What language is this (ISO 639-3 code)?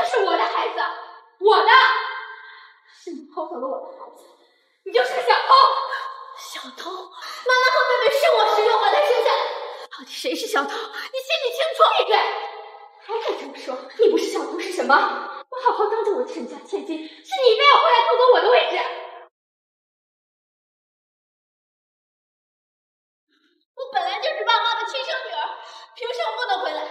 zho